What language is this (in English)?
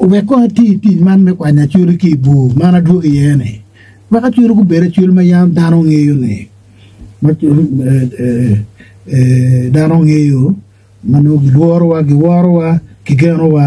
Acoli